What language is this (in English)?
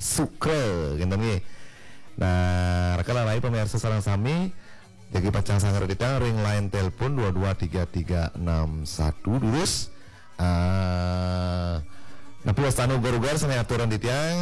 Balinese